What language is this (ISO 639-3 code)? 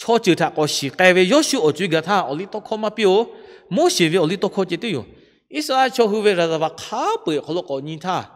lhu